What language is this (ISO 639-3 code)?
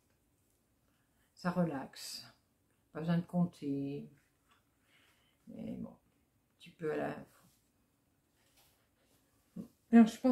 fra